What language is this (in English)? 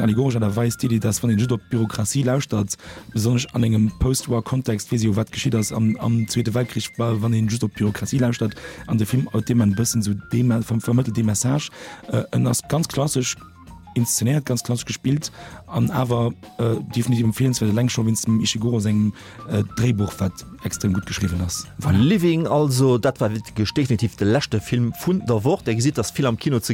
Luxembourgish